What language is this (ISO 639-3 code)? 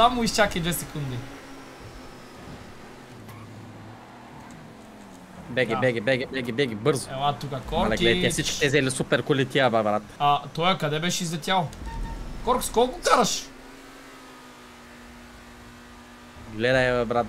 bul